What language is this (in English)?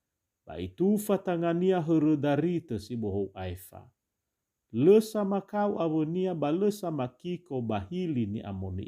Nias